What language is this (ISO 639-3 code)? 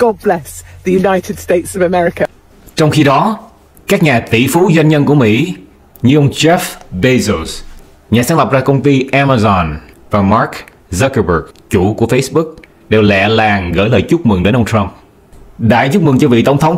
vie